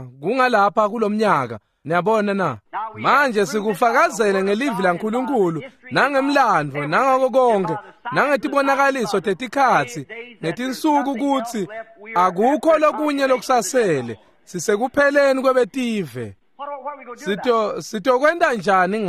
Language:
Swati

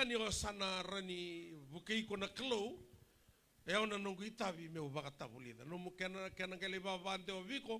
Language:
Fijian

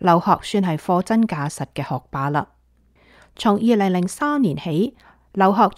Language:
Cantonese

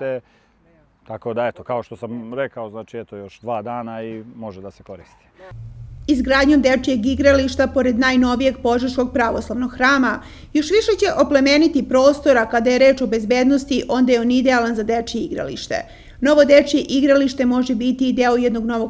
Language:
Serbian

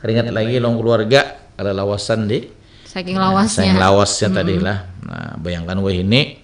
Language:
Banjar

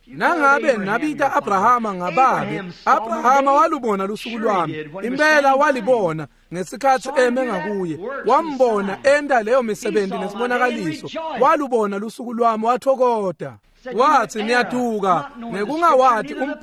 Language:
Swati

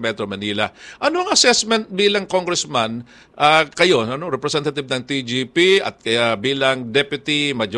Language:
Filipino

